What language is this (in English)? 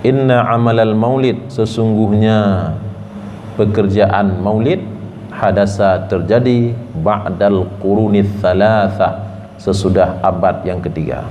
Achinese